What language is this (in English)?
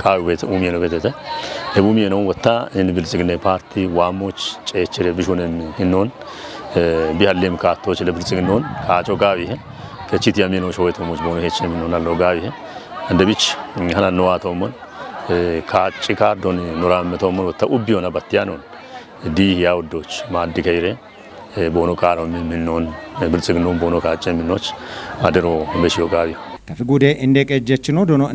Kafa